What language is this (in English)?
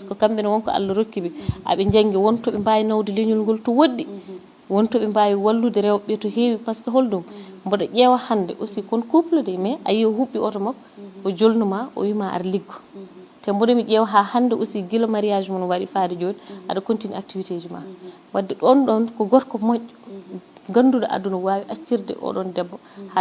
Fula